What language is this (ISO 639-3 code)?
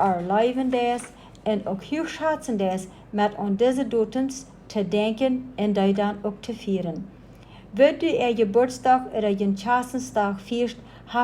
pdt